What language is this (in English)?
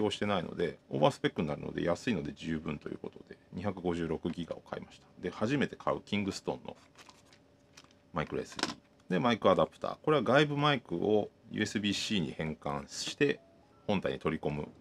Japanese